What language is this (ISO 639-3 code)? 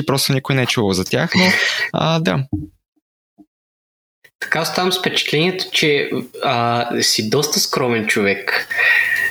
bul